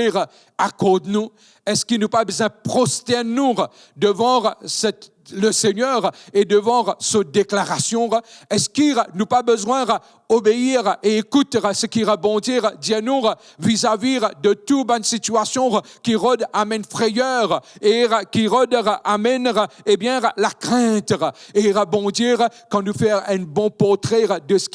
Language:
Morisyen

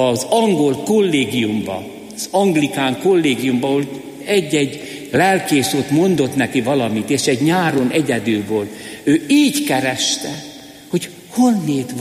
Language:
Hungarian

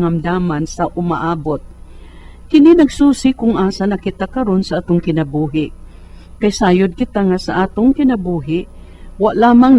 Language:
Cebuano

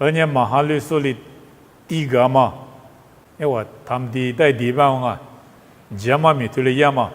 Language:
Lisu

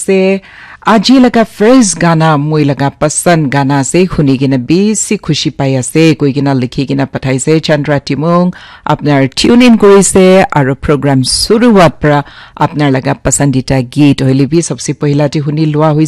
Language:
Naga Pidgin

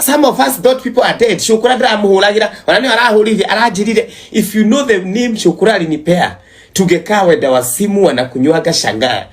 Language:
Kikuyu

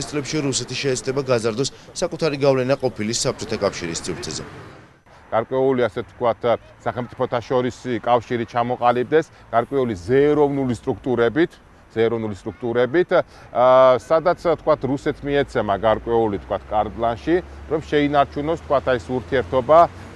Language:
Georgian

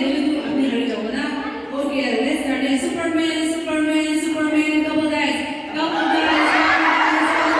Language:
Naga Pidgin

